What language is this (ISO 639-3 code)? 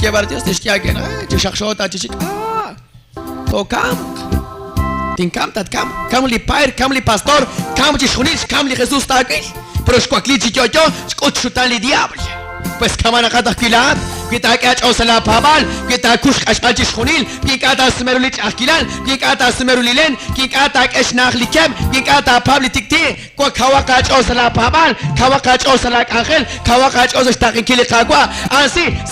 kek